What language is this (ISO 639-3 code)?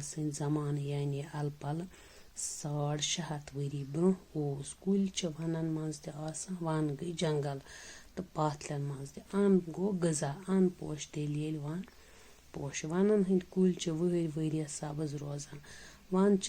kas